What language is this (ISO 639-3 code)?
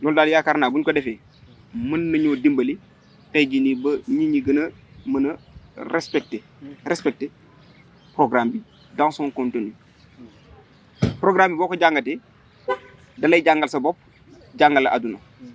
wol